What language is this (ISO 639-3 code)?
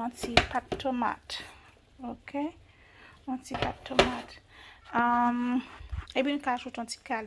hat